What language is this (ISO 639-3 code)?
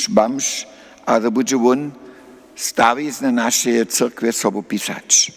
hsb